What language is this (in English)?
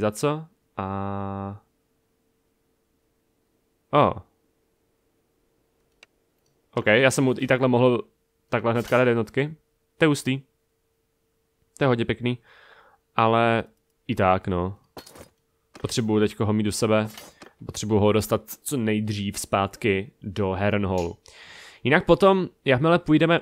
Czech